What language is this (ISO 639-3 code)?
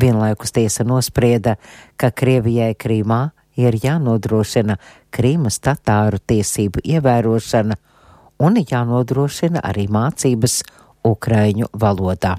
lav